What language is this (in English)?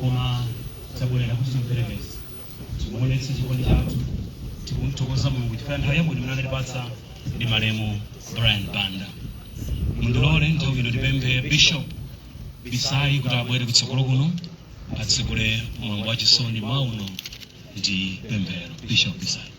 Nyanja